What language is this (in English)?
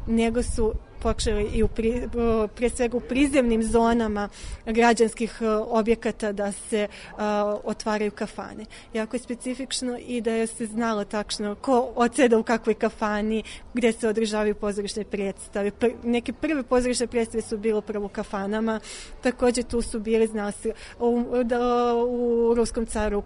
Serbian